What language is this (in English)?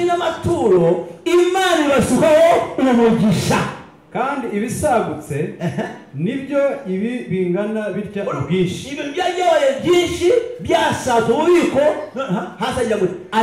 Kinyarwanda